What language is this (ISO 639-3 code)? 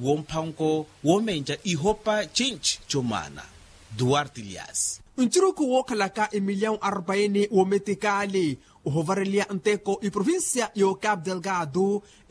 vmw